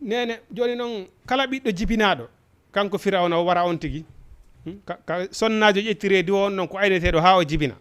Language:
Fula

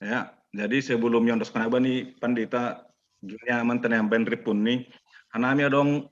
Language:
Batak Simalungun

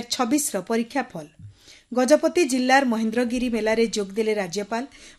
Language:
Odia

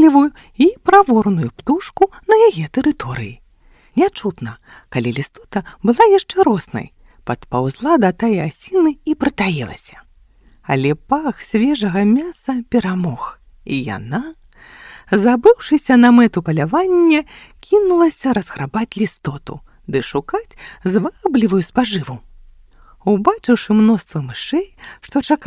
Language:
Belarusian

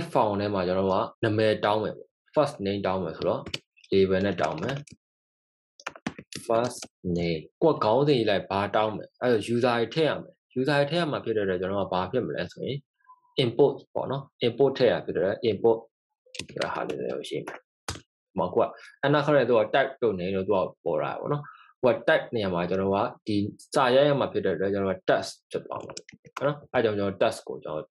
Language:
Burmese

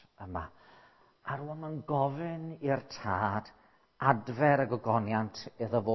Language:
Welsh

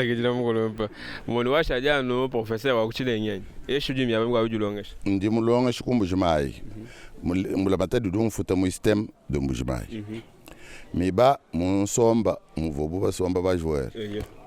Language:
Luba-Lulua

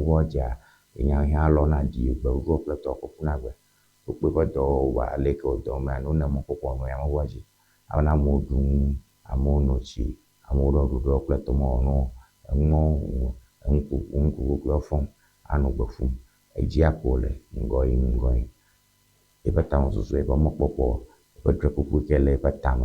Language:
Ewe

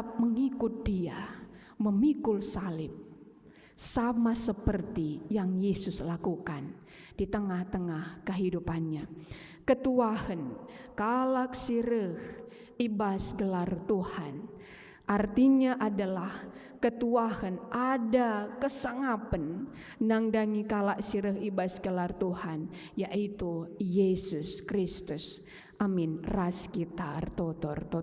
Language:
Batak Karo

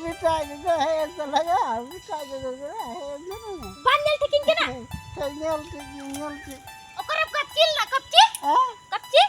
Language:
Santali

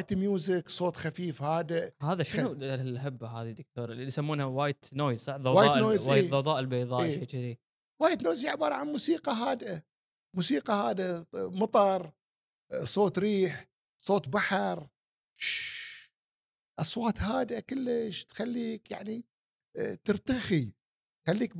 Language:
Gulf Arabic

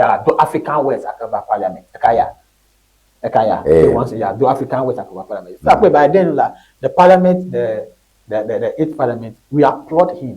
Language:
Ewe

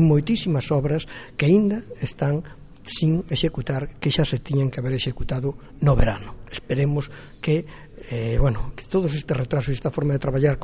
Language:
Galician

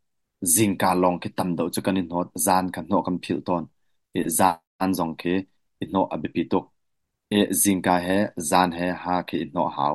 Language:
Hakha Chin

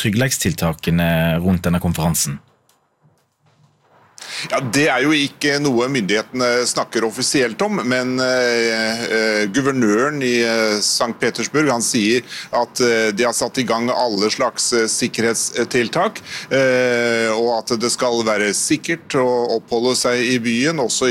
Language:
Norwegian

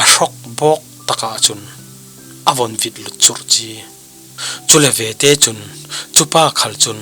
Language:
Falam Chin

